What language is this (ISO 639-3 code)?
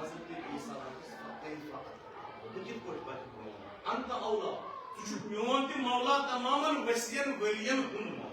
kas